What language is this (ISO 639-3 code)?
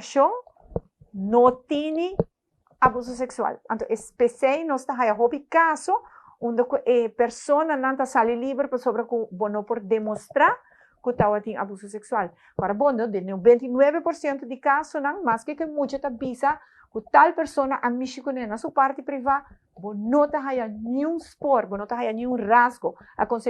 pap